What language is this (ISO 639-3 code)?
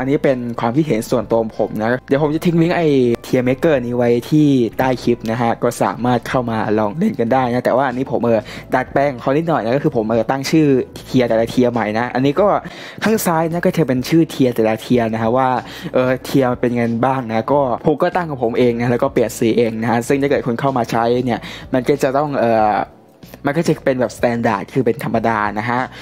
tha